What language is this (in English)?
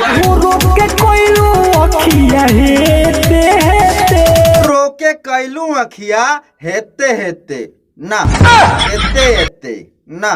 Bhojpuri